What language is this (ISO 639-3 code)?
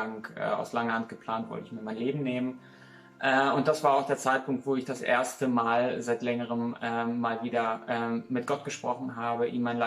gsw